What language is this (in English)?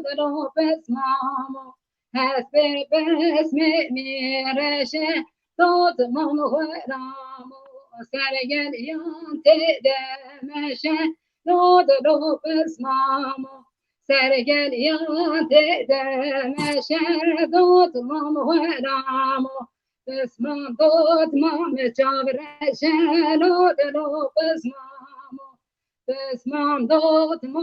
Kurdish